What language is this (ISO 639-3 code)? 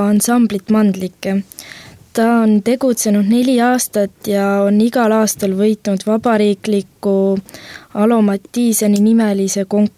est